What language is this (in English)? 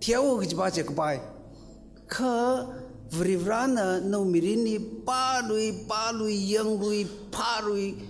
Tangkhul Naga (India)